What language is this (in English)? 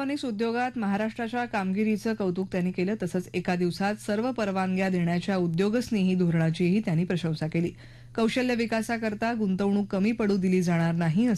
Marathi